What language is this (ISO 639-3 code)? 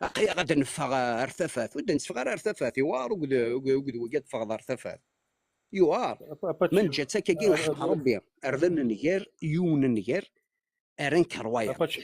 kab